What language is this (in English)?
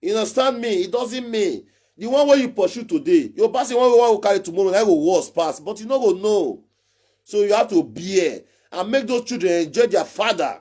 Nigerian Pidgin